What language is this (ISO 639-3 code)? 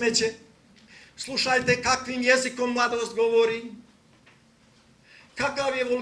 hrv